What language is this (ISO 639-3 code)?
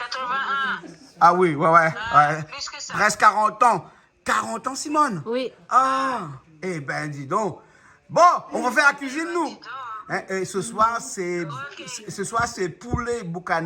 rcf